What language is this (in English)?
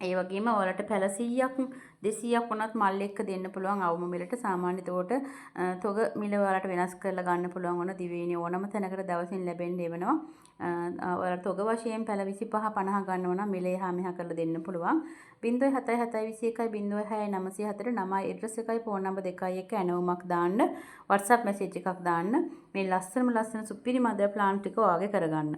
Sinhala